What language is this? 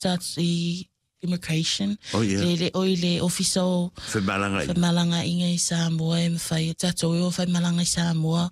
Samoan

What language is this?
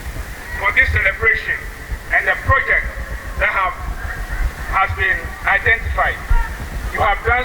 Ewe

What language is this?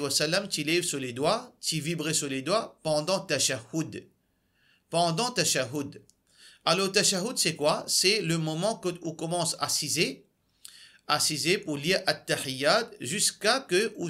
Morisyen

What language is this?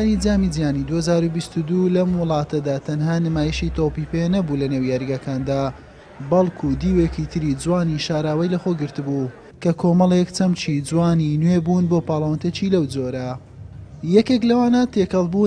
Central Kurdish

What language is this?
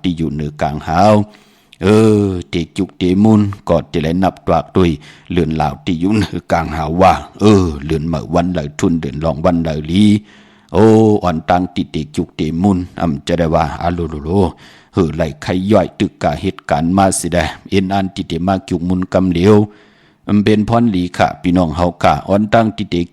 Shan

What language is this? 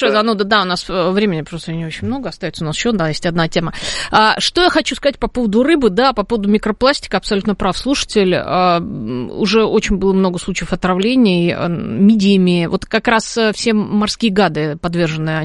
Russian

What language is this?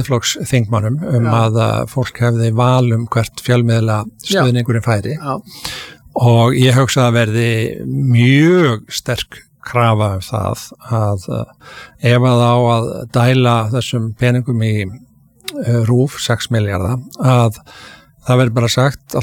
Icelandic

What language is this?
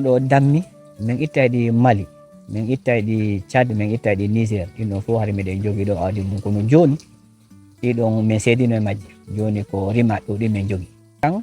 Fula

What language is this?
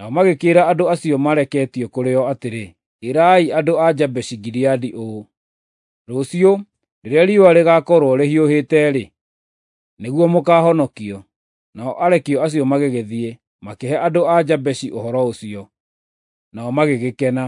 Kikuyu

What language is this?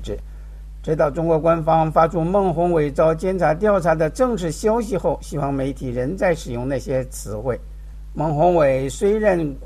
Chinese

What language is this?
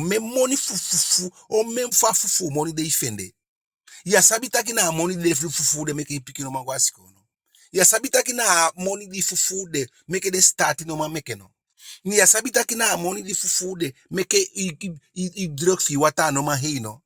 Eastern Maroon Creole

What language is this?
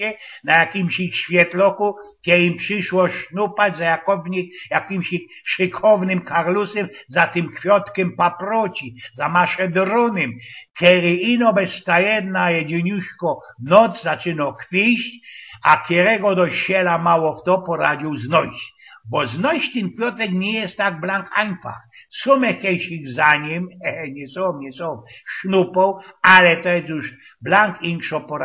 Silesian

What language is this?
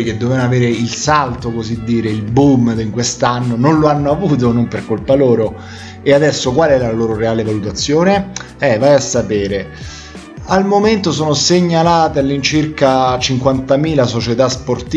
Italian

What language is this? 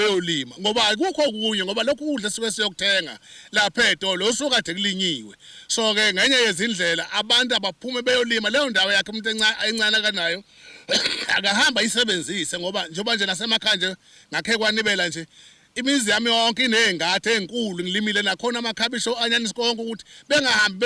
Zulu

